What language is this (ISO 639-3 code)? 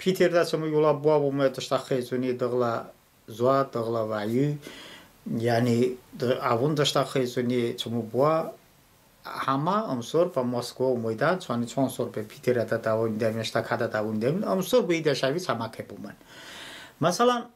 tly